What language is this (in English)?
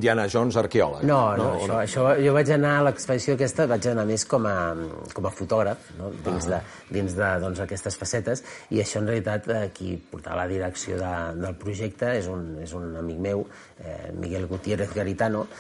Catalan